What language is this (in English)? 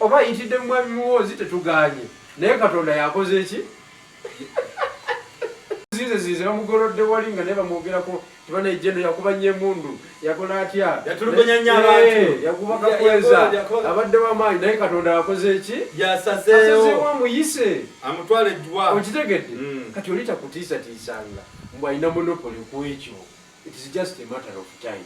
Ganda